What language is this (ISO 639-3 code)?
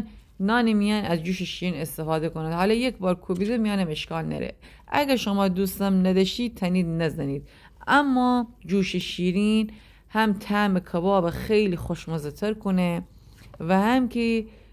glk